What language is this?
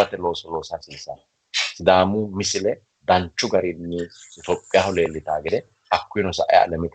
Sidamo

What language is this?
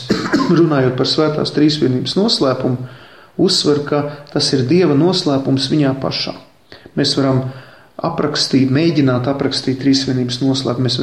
Latvian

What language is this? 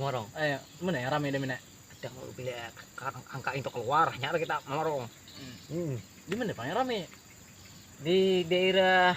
Banjar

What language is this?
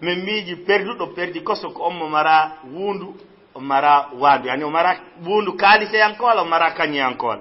Fula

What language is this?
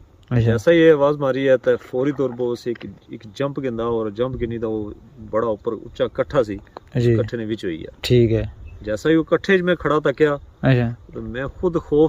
Pahari-Potwari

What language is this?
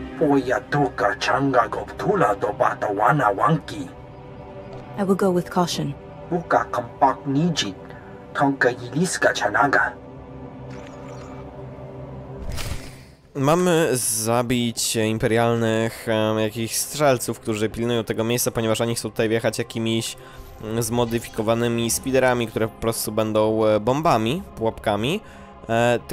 Polish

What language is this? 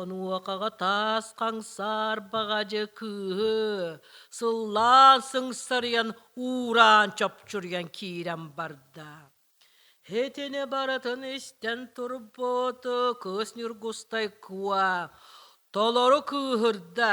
Yakut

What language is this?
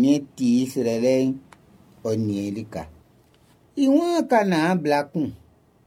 Baoulé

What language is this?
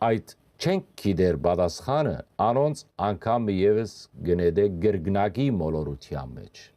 Western Armenian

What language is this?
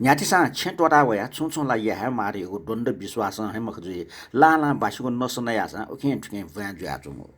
Newari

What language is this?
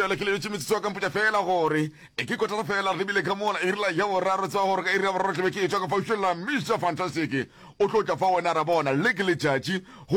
Northern Sotho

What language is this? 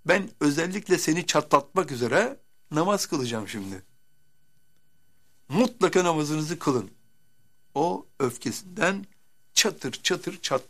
Turkish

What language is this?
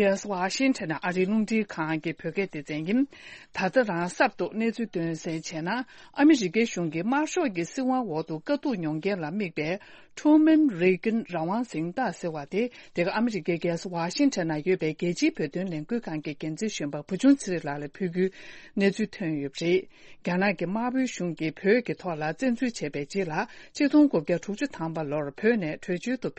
Tibetan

